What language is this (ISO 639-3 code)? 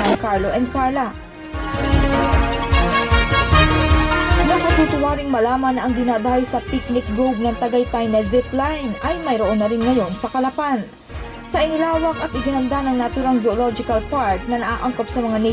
fil